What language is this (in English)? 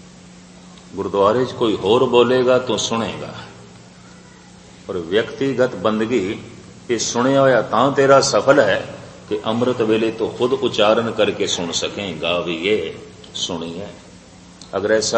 Punjabi